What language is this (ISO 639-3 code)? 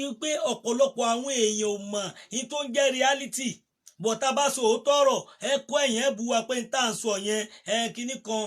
yor